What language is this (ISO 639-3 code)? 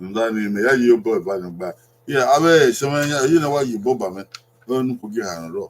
bin